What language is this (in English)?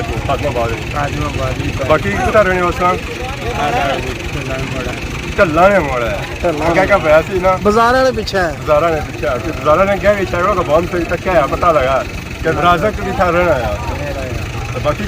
Pahari-Potwari